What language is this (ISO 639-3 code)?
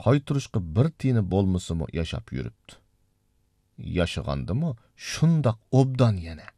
uig